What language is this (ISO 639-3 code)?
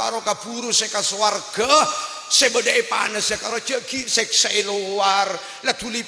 mad